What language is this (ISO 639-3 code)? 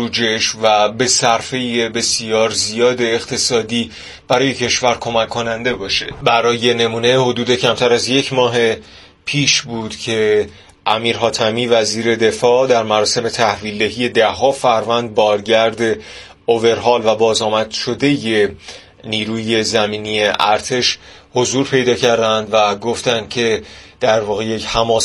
fas